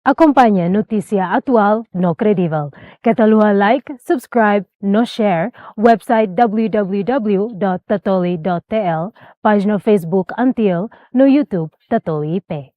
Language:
Tetum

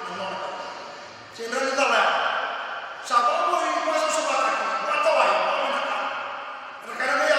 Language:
Fijian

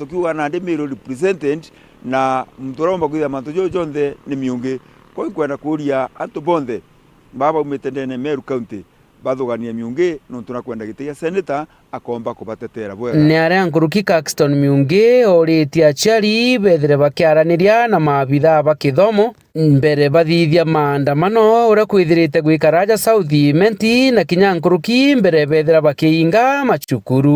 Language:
Meru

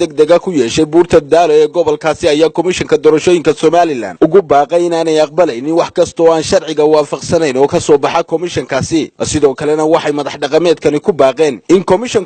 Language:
Somali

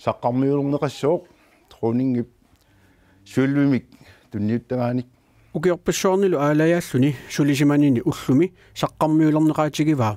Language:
Kalaallisut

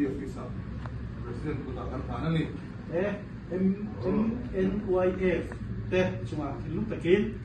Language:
Hmar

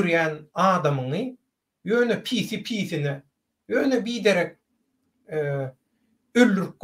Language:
Turkmen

